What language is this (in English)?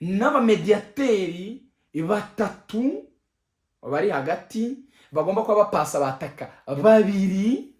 Kinyarwanda